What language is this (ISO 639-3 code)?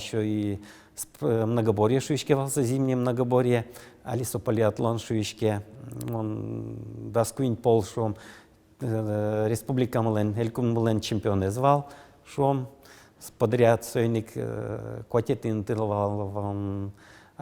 udm